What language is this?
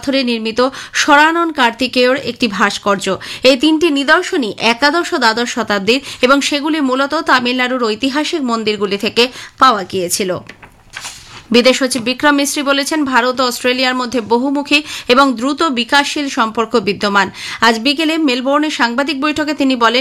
Bangla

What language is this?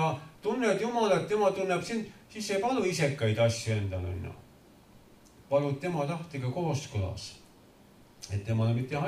Estonian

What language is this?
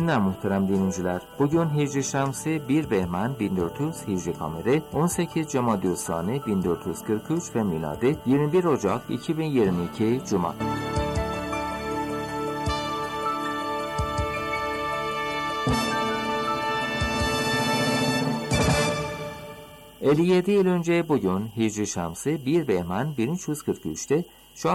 Turkish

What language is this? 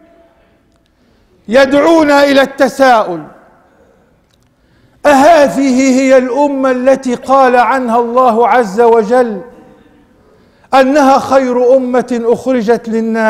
Arabic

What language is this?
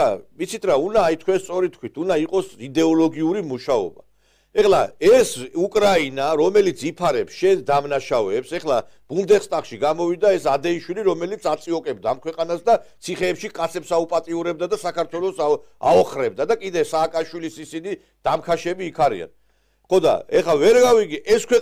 Georgian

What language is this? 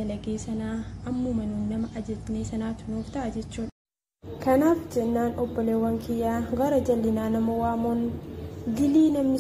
Oromo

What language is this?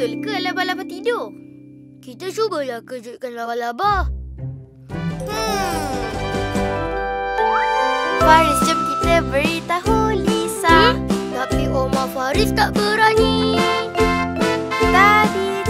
Malay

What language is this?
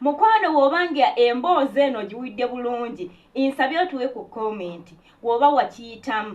Ganda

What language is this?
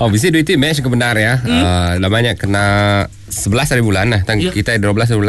Iban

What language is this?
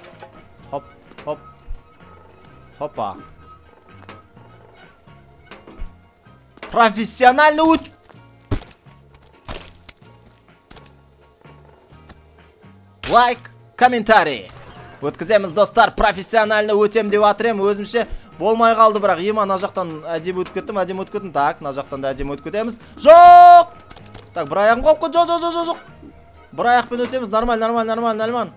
Kazakh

